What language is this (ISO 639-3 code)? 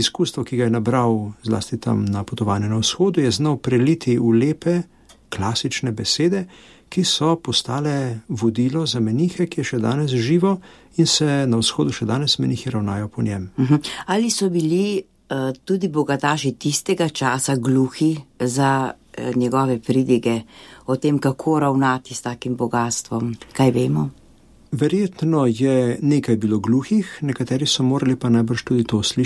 slv